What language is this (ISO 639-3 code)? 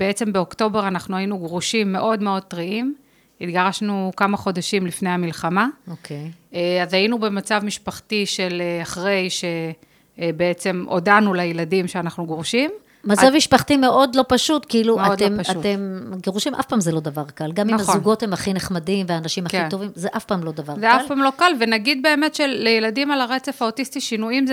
heb